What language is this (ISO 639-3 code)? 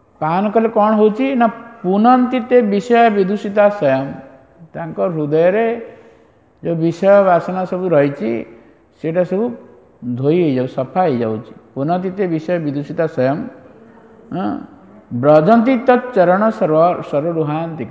ori